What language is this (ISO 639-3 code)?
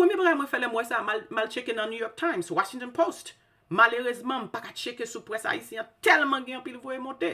hat